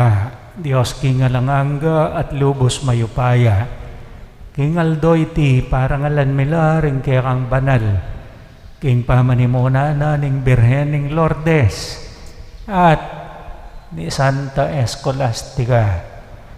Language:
Pampanga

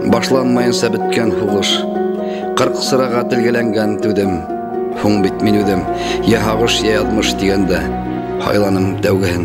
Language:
Bashkir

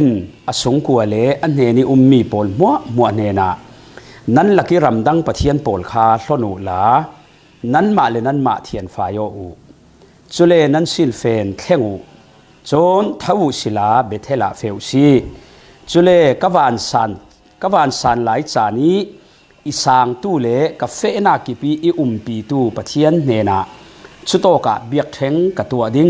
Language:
Falam Chin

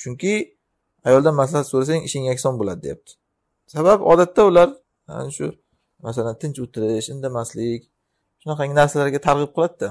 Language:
Uzbek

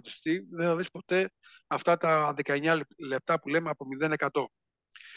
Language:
Greek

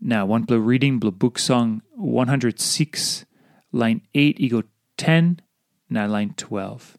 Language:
Tok Pisin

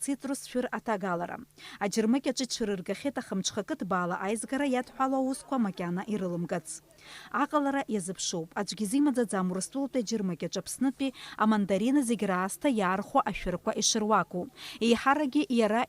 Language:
Abkhazian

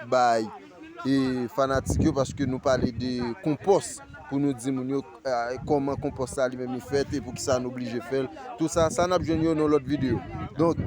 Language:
Haitian Creole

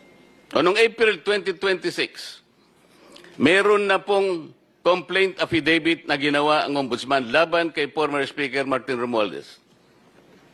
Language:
Filipino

